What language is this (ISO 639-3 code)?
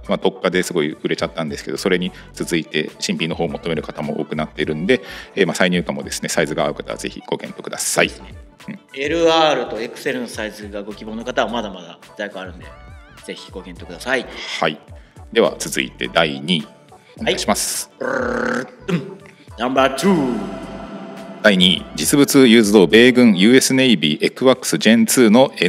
jpn